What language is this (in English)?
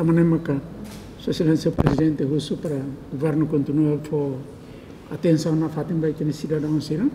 Tetum